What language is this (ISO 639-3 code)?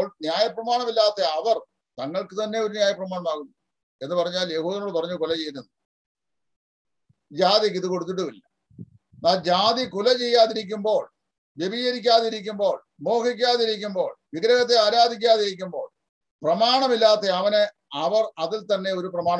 mal